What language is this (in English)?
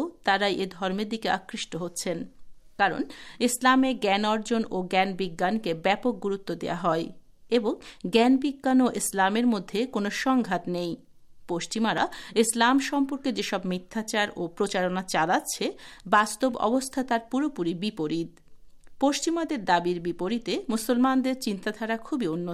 Bangla